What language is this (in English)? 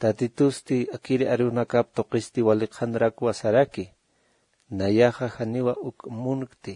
Aymara